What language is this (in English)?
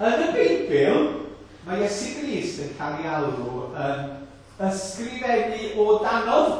Welsh